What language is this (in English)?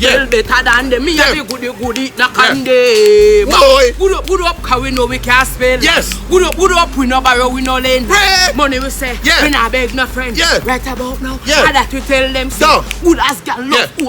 Jamaican Creole English